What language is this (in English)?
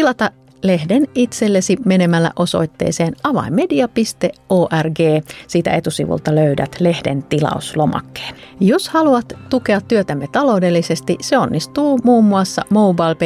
Finnish